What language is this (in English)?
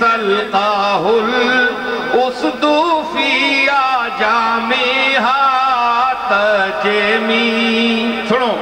Western Panjabi